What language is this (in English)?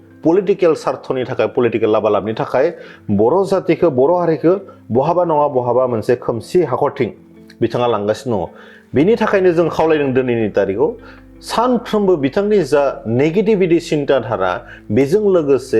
Bodo